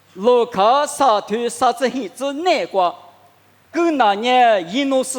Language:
Lisu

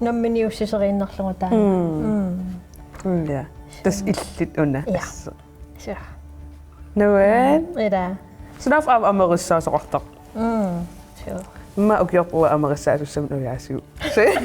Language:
Kalaallisut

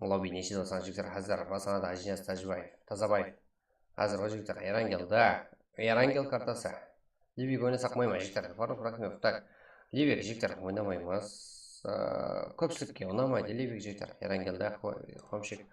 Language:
Kara-Kalpak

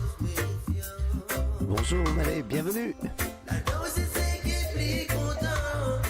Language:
Morisyen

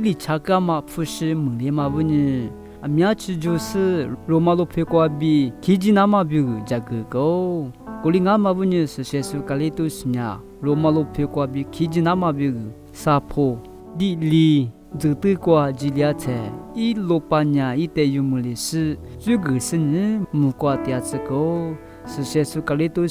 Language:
Lisu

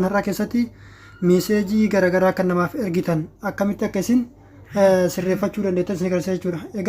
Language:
Oromo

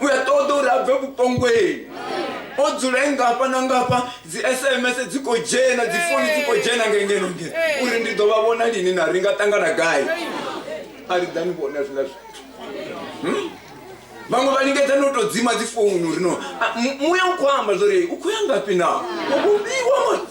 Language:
Venda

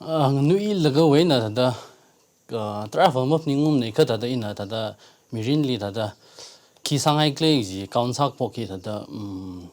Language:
Tangkhul Naga (India)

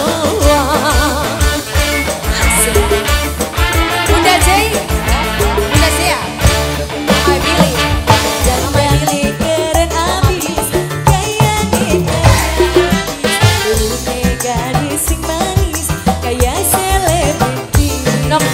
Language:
Indonesian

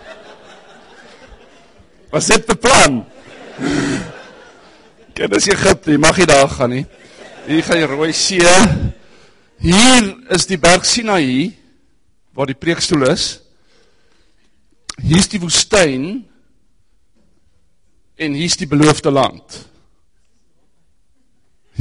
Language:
Afrikaans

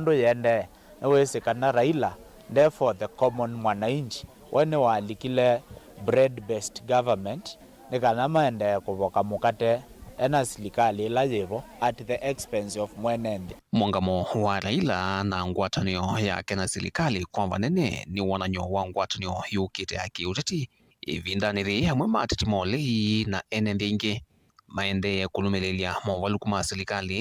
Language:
Kamba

